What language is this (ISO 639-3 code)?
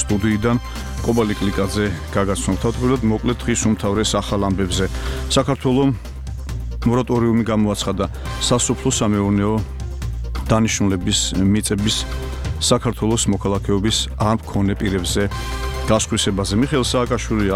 kat